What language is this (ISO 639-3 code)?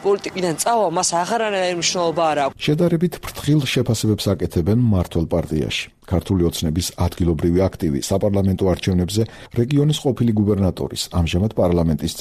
kat